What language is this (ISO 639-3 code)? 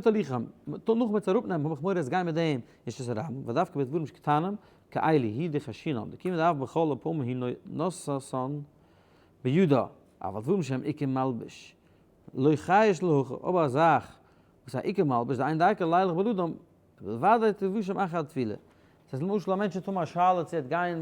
yid